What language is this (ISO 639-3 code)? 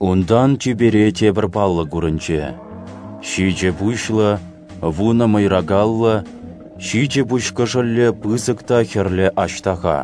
chv